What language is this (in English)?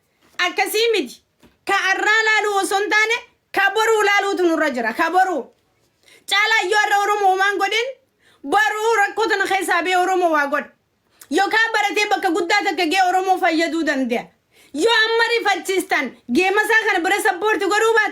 Oromo